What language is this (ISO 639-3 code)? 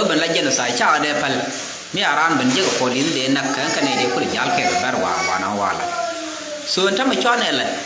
nus